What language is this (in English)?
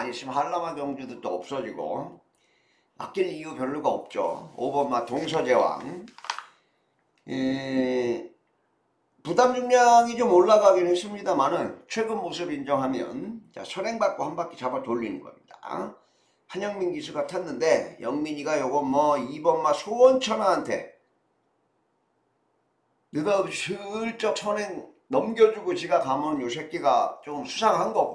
Korean